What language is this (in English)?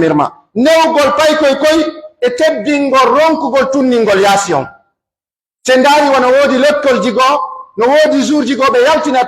Pular